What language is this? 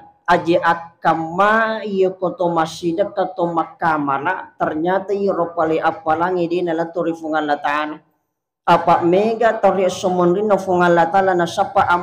Buginese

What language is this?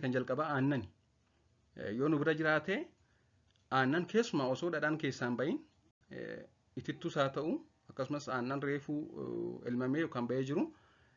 Oromo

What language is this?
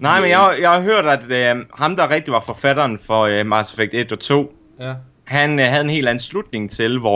Danish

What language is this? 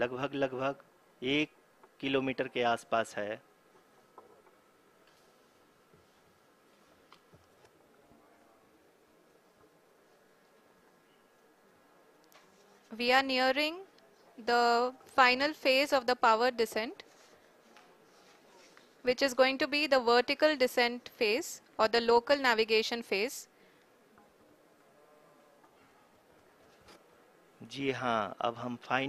Hindi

